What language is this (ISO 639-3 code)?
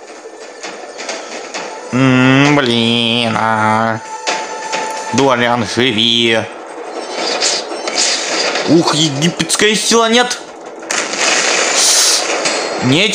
rus